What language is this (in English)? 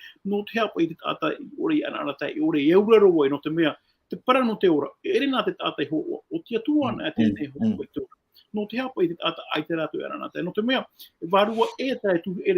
Tahitian